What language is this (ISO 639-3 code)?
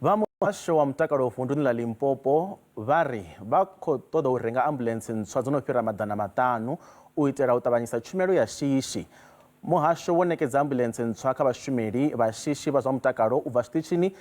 ven